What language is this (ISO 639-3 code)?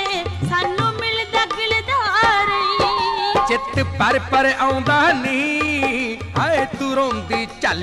pan